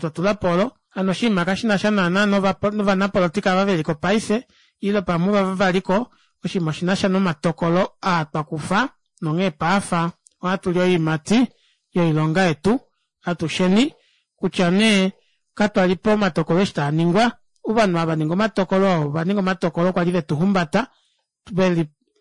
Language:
Kuanyama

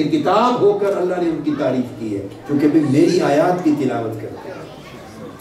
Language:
Urdu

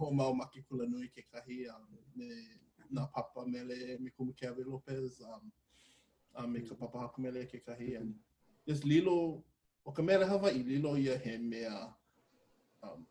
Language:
Hawaiian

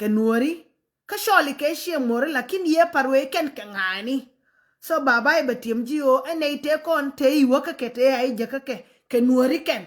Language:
Nuer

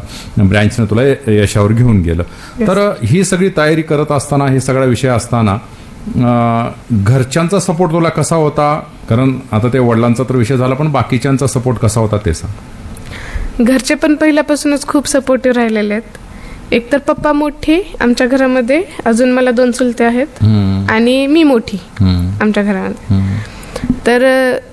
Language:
Marathi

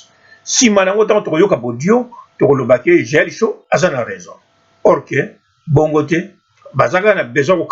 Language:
Lingala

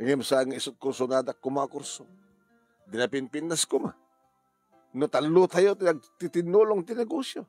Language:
Iloko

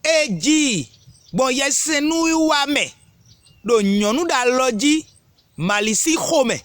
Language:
Fon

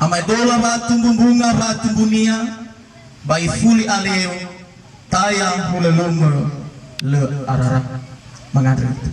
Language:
Nias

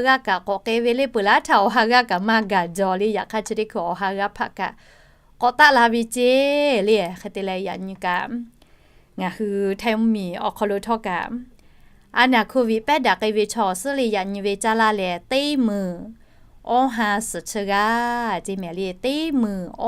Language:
Lahu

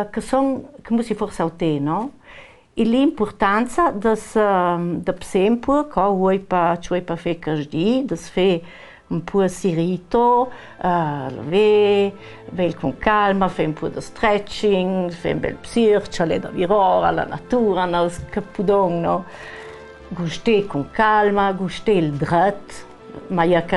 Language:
Ladin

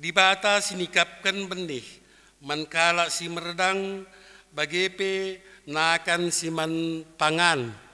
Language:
Batak Karo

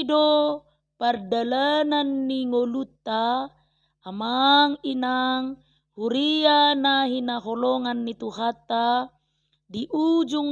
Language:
Batak Toba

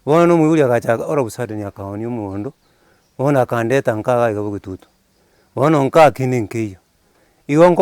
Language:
Gusii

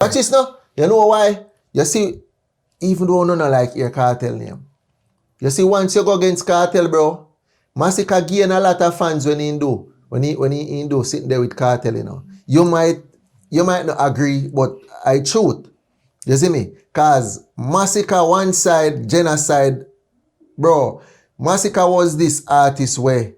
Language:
Jamaican Creole English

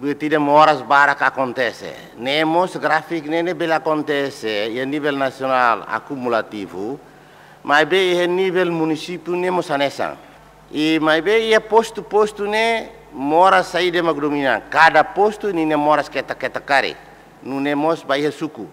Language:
Tetum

